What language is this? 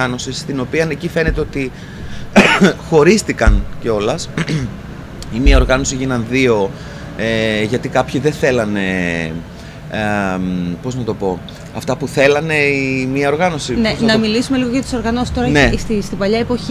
Greek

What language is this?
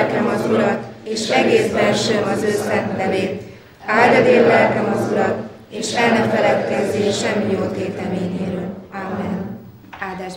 Hungarian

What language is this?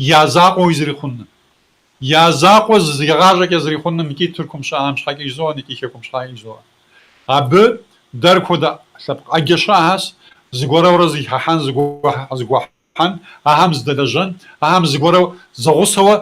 Kabardian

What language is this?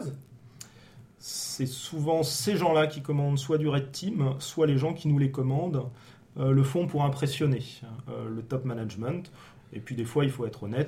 French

